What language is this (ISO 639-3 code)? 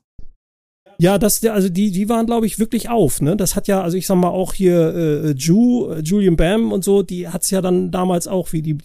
deu